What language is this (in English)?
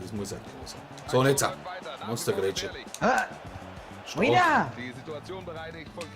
Bavarian